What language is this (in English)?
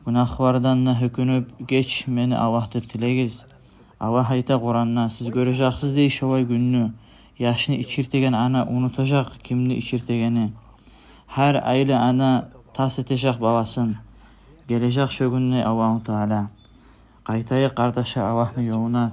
Kumyk